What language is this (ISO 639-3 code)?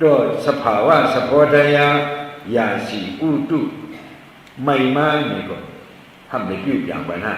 shn